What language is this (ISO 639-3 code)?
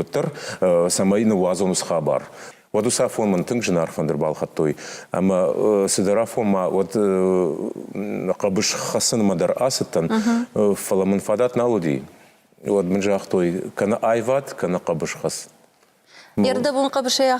oss